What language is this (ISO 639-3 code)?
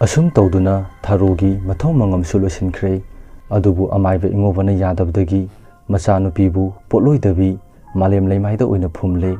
mni